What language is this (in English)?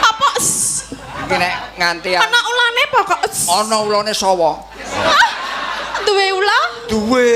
Javanese